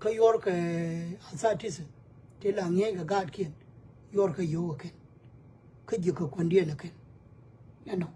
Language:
Nuer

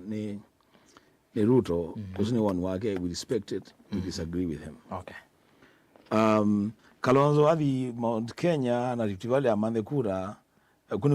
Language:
Kamba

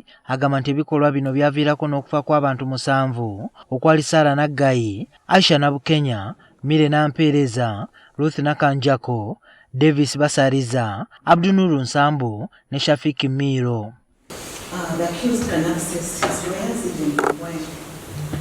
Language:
Ganda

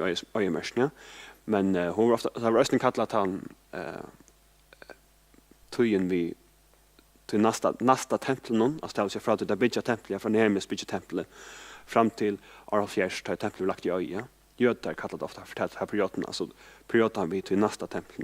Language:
Faroese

